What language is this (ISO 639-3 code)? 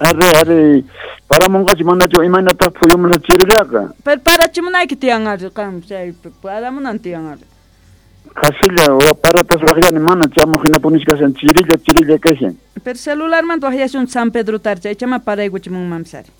que